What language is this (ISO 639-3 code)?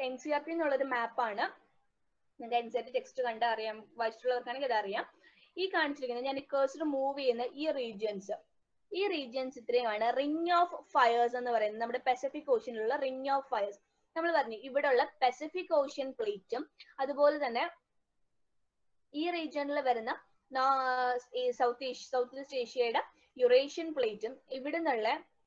mal